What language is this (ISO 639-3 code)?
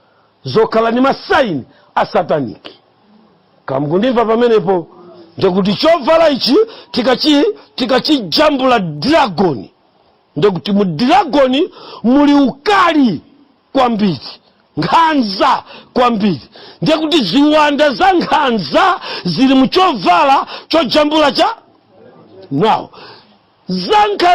nya